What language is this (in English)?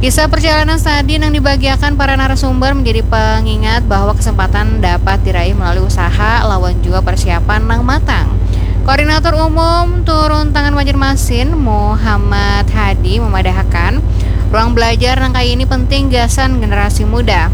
Banjar